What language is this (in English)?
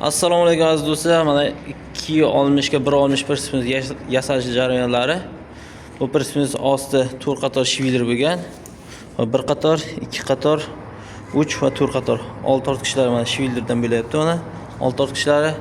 Uzbek